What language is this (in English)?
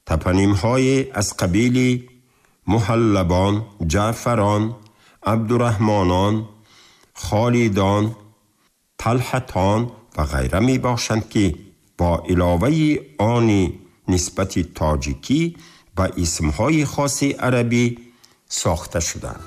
Tajik